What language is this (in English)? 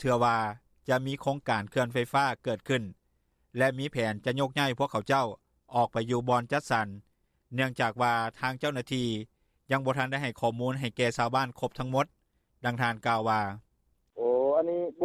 Lao